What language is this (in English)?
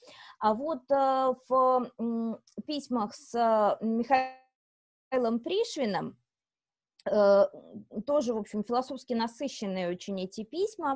Russian